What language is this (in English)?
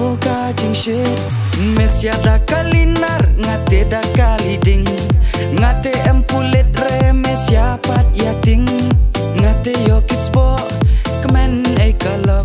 Khasi